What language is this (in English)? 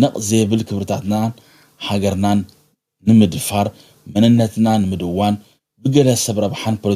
Tigrinya